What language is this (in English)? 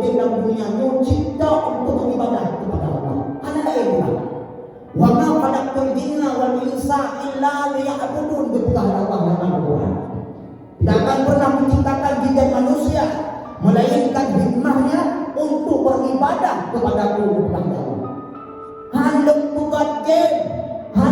Achinese